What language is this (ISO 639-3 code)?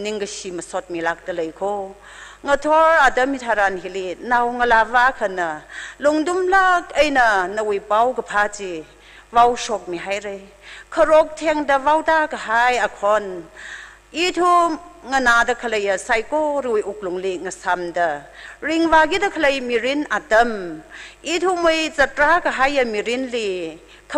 nmf